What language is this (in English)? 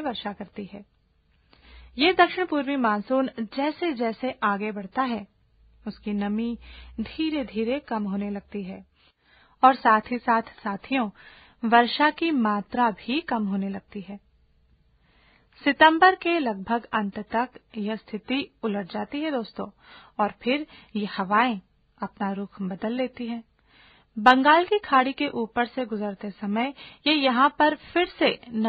Hindi